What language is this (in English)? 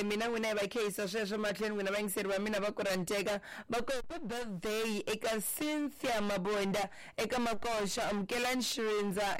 Tsonga